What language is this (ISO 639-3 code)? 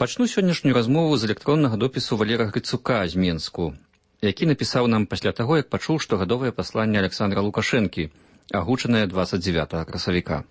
bel